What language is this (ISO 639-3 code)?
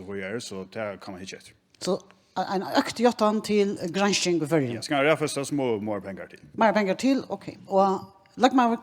fao